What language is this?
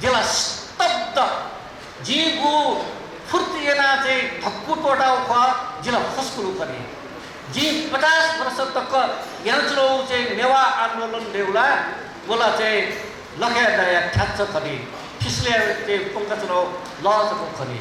Newari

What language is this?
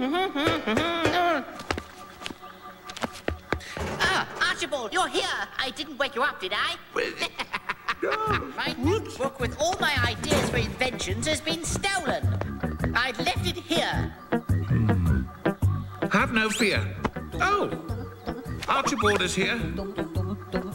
English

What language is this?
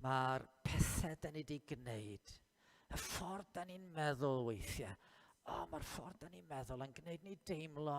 Welsh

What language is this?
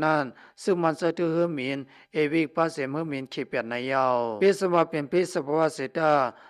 Shan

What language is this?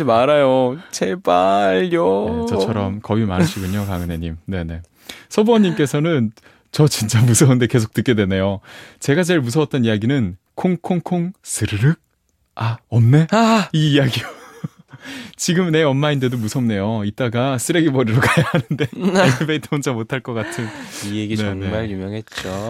Korean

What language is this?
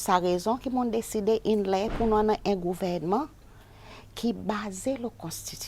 Seselwa Creole French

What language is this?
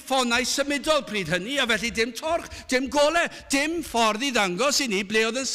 Welsh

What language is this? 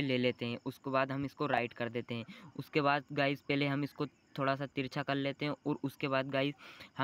Hindi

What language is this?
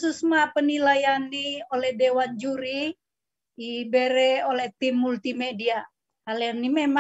Batak Simalungun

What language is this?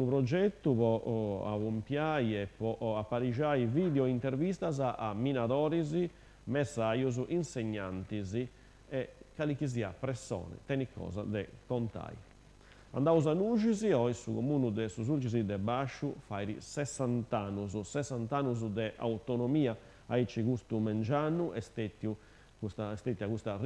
Sardinian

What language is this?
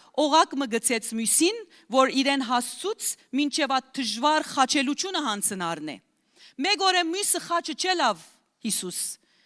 Western Armenian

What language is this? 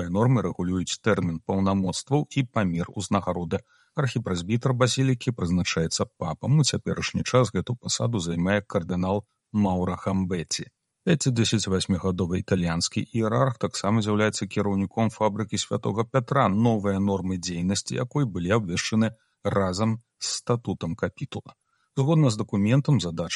Belarusian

